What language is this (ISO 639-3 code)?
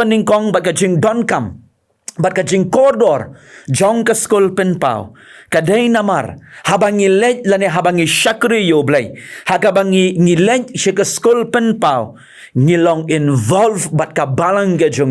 kha